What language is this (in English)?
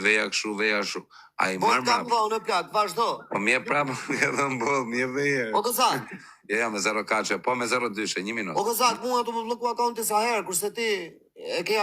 Albanian